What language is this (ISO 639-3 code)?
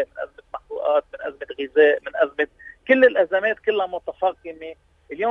apc